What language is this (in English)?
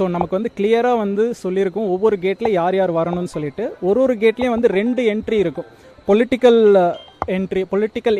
Tamil